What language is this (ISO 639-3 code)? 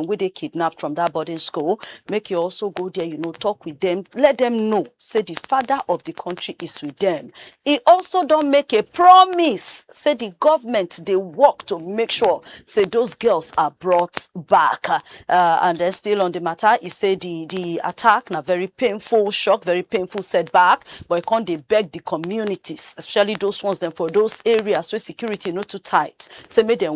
pcm